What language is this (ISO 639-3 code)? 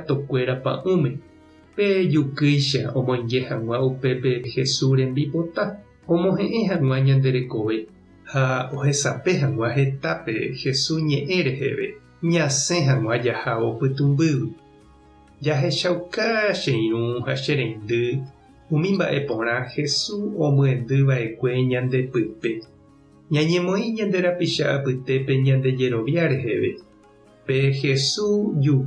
grn